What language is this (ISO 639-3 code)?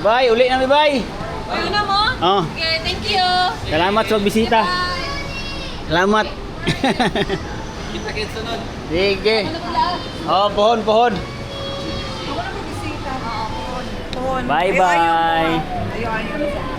ceb